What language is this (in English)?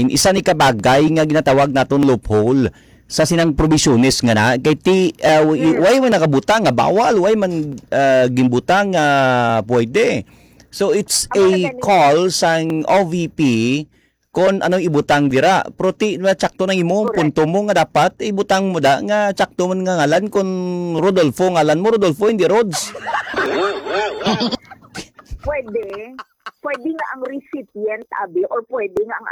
Hiligaynon